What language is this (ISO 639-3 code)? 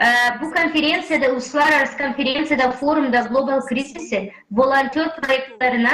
gag